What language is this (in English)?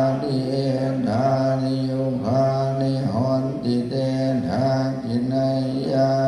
Pali